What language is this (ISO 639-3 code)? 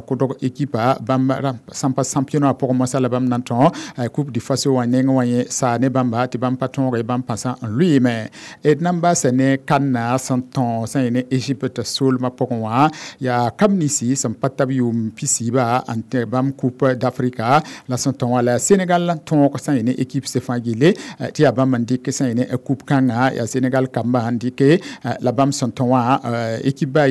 mos